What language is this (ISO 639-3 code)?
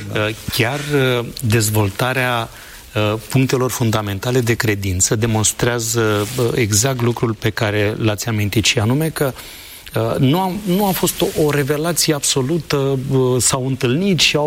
ron